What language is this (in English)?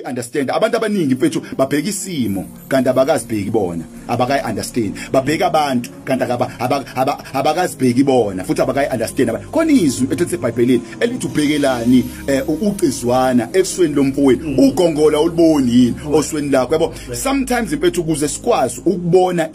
Zulu